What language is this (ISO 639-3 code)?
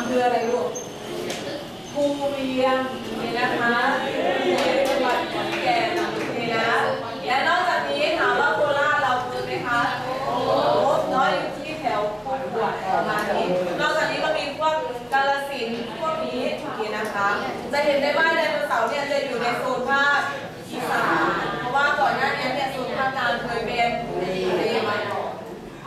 tha